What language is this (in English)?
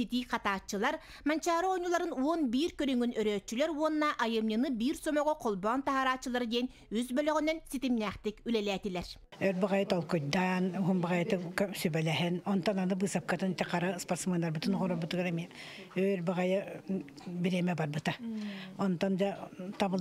Yakut